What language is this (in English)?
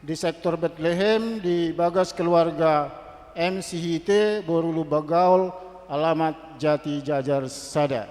Batak Toba